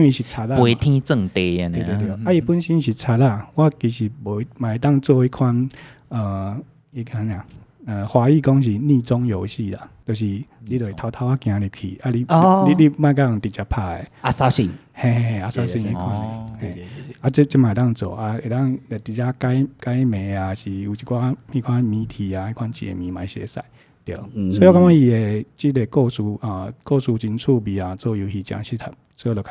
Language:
Min Nan Chinese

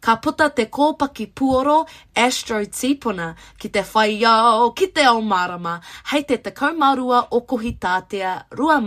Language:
Māori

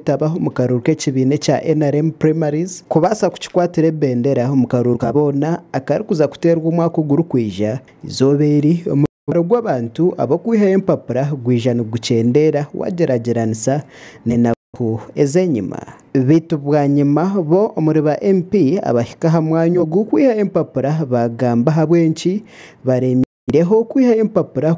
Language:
Nyankole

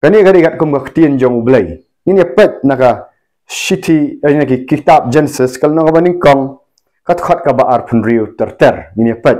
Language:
Khasi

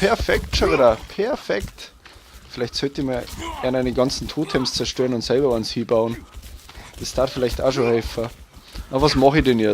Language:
Bavarian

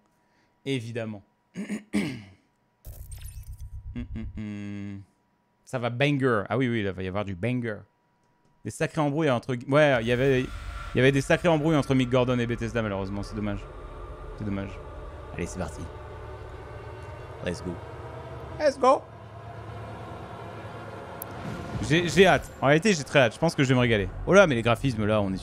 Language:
French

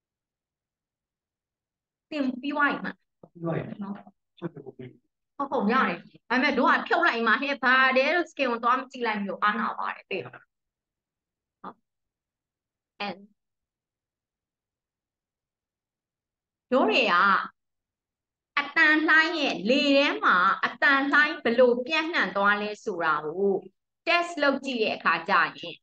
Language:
Burmese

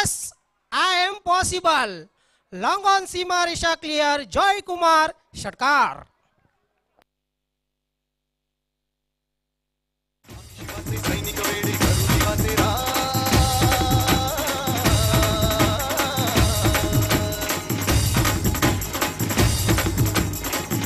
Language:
Marathi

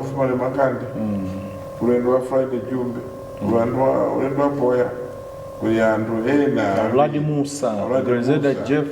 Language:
Nyanja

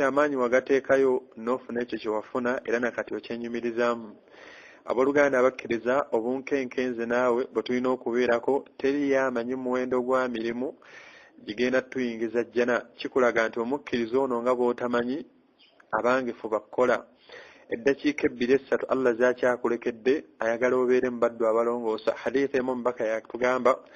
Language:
Ganda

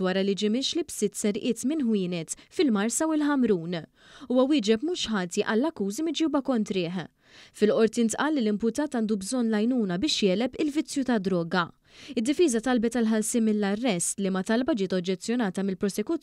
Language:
Maltese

